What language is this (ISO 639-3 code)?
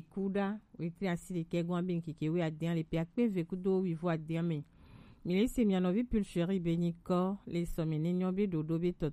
gej